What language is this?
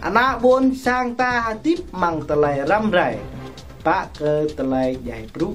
Jarai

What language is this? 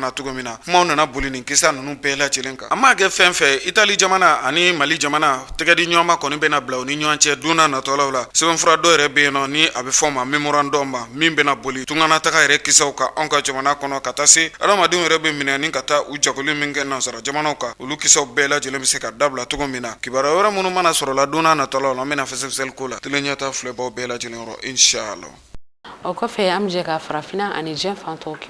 Bambara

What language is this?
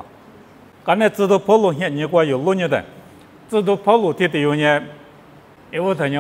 Lisu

